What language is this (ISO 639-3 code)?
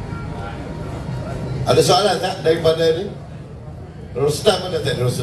msa